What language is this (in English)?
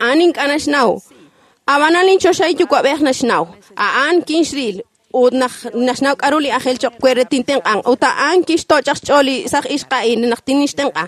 Kekchí